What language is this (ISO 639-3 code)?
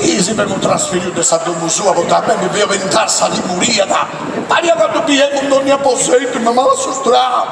srd